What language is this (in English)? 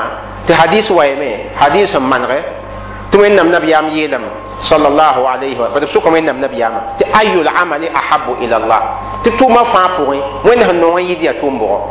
Mossi